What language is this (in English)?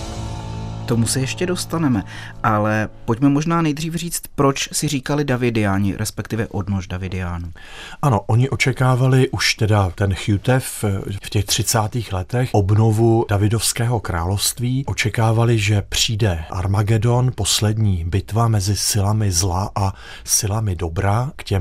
Czech